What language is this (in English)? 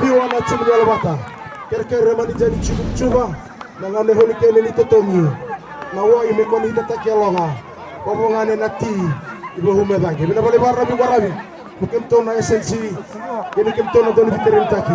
Fijian